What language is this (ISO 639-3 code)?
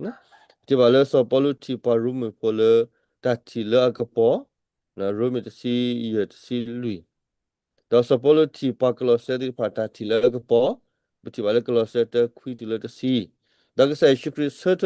ksw